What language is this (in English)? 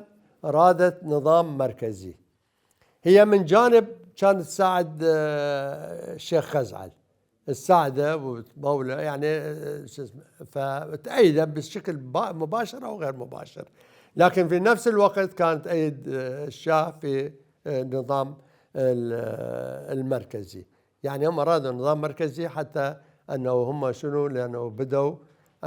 Mesopotamian Arabic